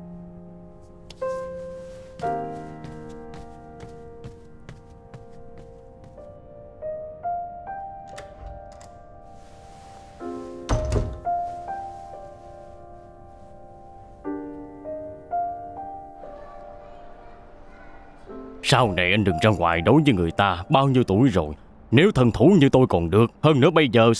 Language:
Vietnamese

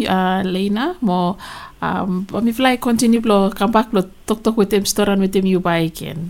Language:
Bislama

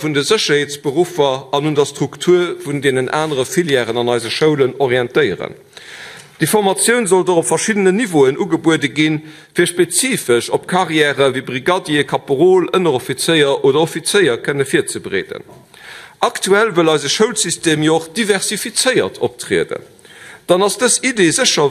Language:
Luxembourgish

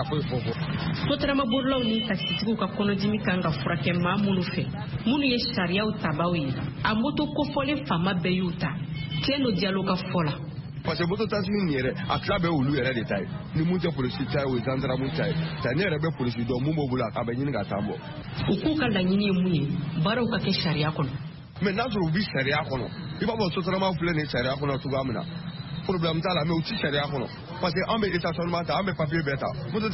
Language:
Bambara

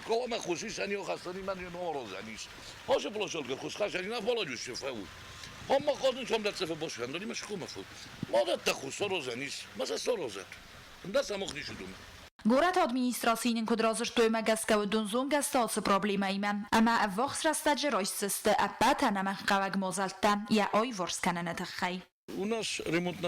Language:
Ossetic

